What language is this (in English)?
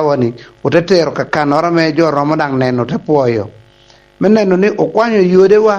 Lango (Uganda)